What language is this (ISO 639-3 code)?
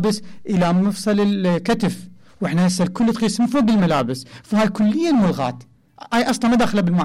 acm